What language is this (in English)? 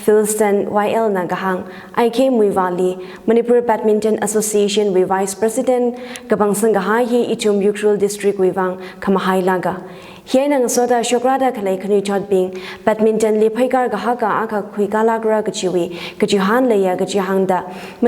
Tangkhul Naga (India)